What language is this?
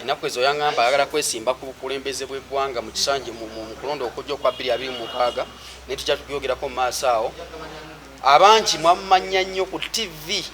Ganda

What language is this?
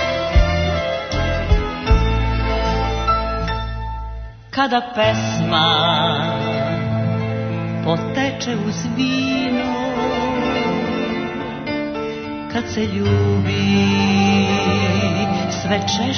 Serbian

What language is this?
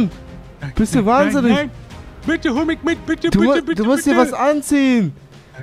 German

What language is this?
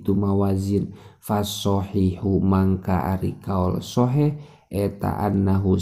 Sundanese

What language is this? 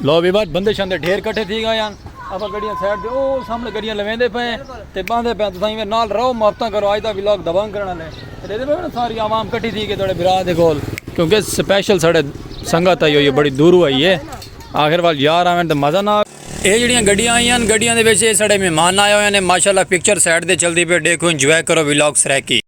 Saraiki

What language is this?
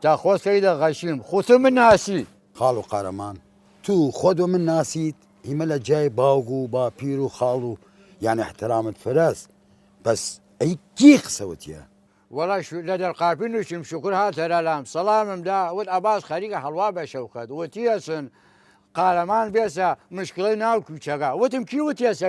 Southern Kurdish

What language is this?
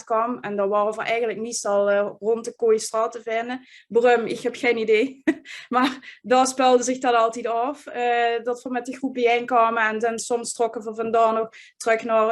Limburgish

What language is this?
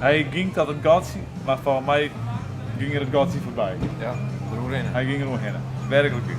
Western Frisian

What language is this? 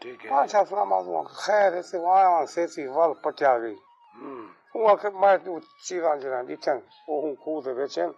Saraiki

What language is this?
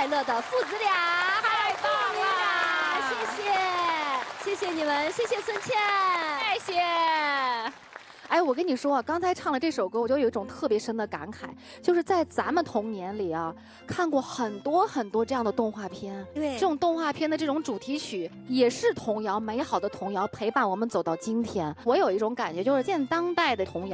Chinese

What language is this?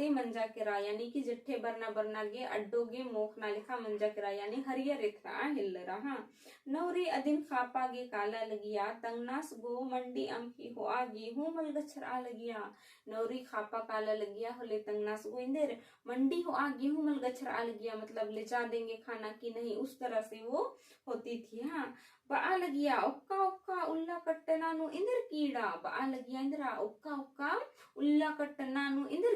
Kurukh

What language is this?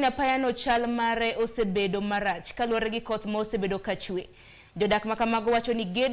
Luo (Kenya and Tanzania)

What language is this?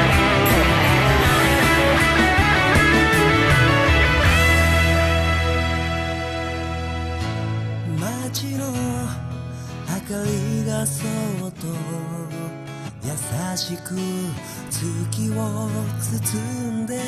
Japanese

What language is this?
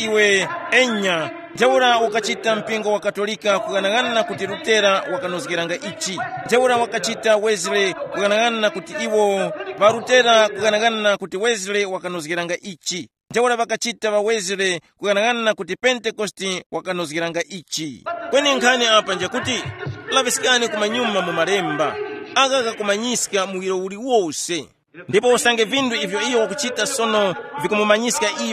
Tumbuka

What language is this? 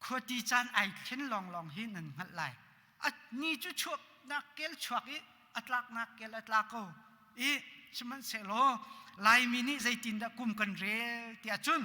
Hakha Chin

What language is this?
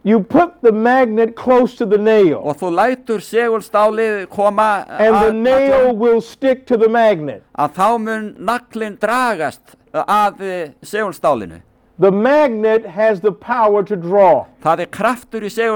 Icelandic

